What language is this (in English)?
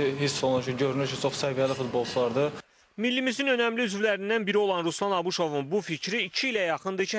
Azerbaijani